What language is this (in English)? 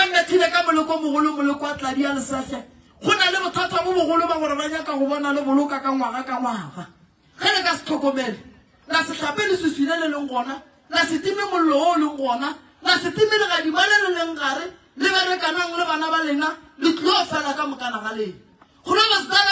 Northern Sotho